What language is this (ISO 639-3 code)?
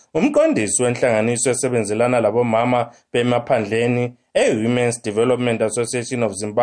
nde